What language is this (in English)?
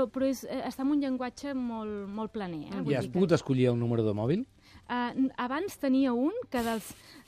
Catalan